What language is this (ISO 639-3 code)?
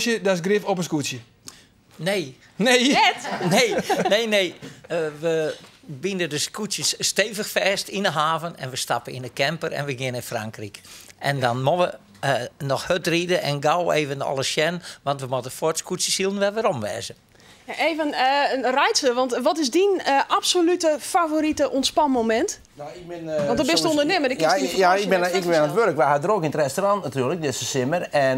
fry